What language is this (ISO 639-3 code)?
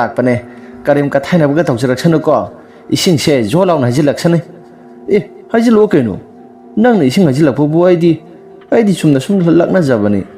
mni